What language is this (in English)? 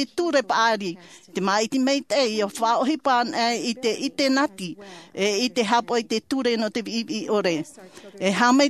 Tahitian